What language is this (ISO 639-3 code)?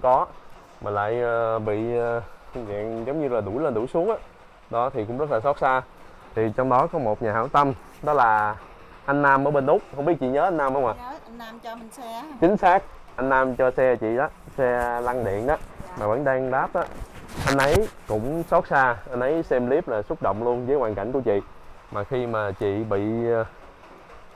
vie